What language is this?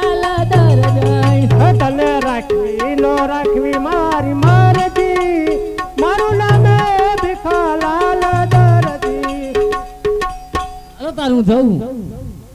Gujarati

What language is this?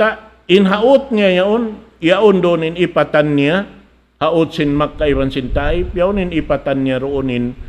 Tausug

